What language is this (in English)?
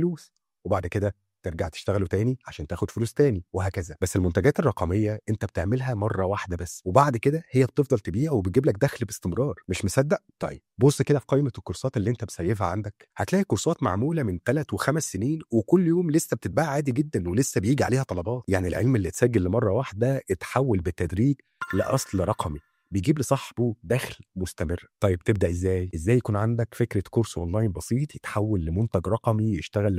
Egyptian Arabic